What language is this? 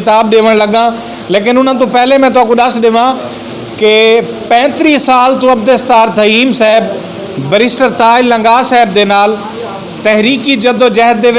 Saraiki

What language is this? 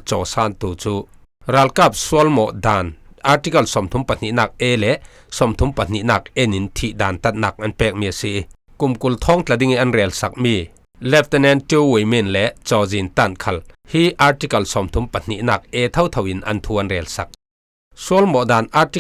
Falam Chin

